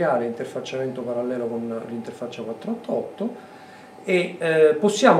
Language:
Italian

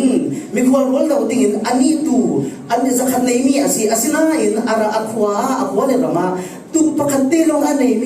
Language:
Falam Chin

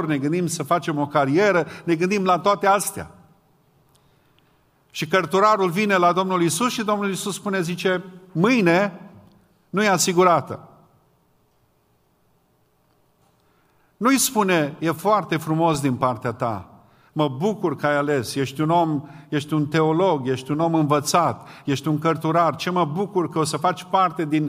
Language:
Romanian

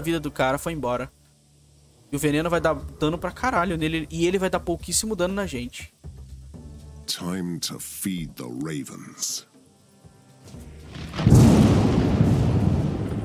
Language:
Portuguese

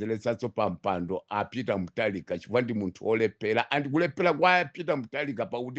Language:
Nyanja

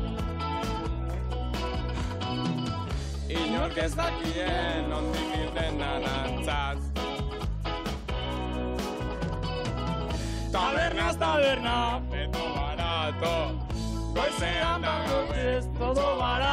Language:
Basque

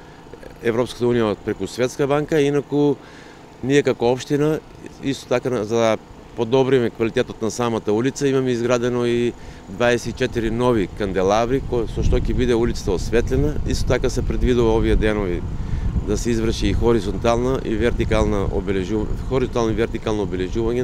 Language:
Macedonian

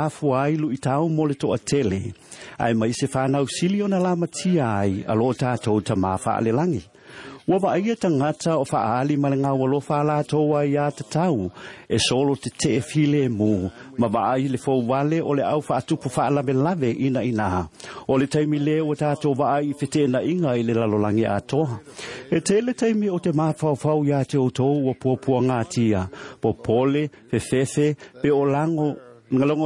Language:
Samoan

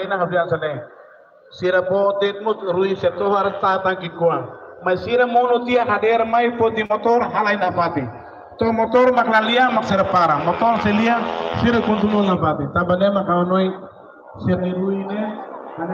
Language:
Tetum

